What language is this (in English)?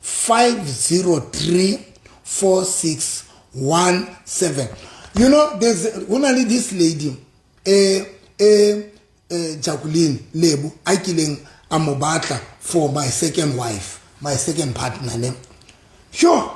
Southern Sotho